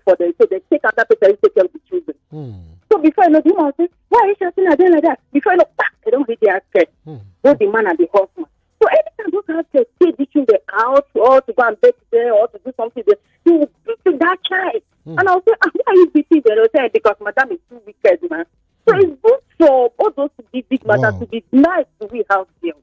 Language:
Nigerian Pidgin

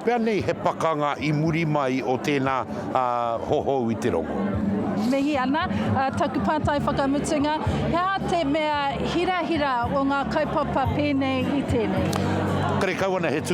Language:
Māori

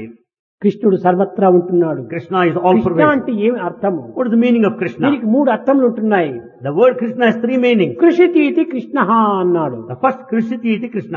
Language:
Telugu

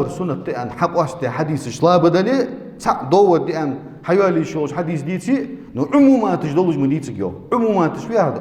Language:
Ingush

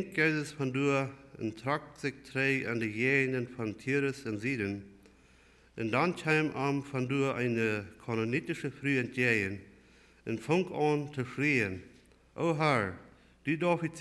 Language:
Plautdietsch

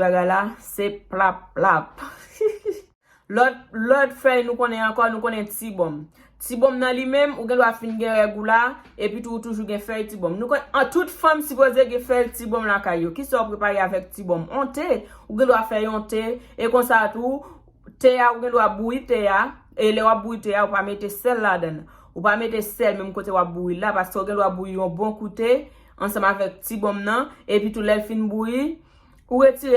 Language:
Haitian Creole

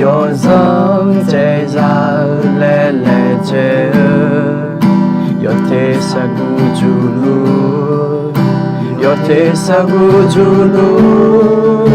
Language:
Akha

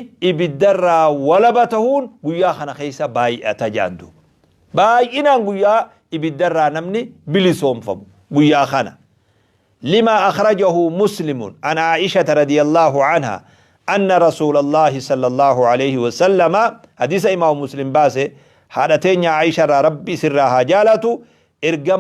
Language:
Oromo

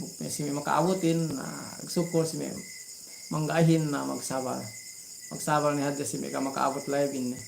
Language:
Yakan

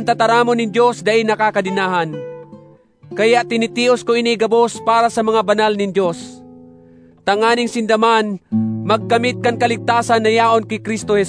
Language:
Bikol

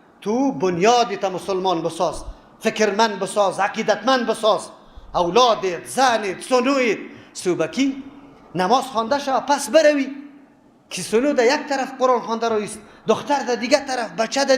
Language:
Persian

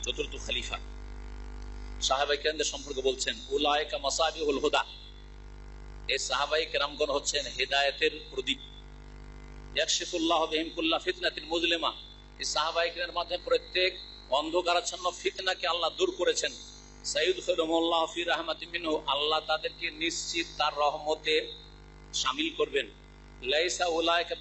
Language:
Bangla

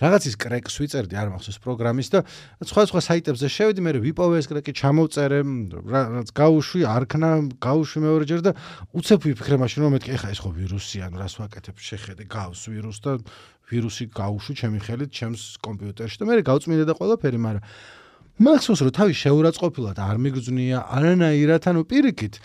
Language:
Georgian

